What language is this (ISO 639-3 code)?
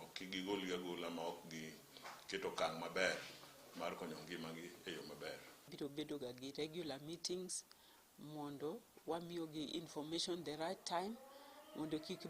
luo